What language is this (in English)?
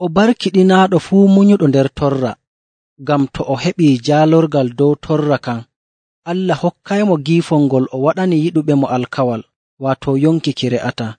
Nigerian Fulfulde